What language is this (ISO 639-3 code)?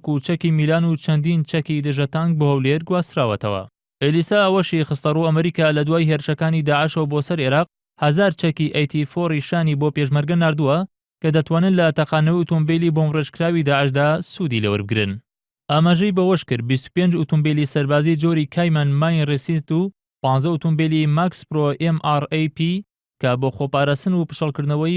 ckb